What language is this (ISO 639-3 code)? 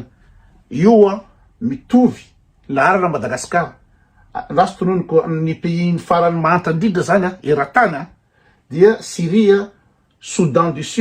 mlg